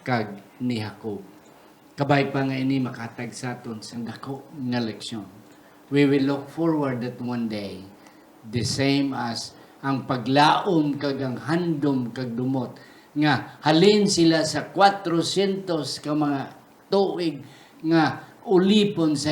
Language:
Hiligaynon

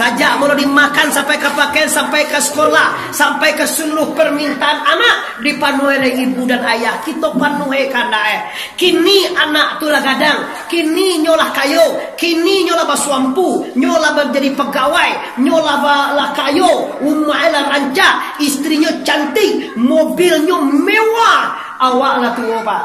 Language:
Minangkabau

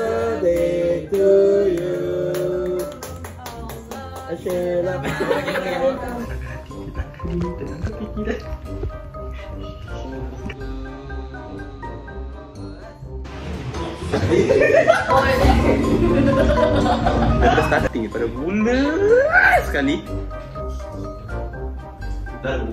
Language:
Malay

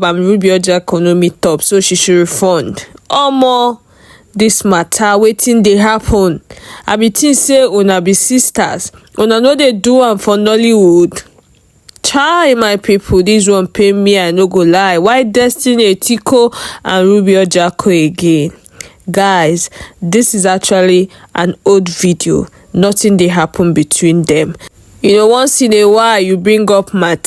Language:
Nigerian Pidgin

